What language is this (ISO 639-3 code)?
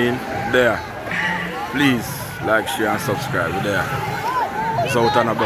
jam